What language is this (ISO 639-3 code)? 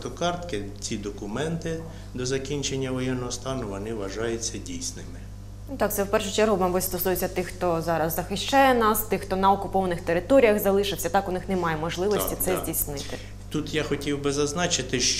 ukr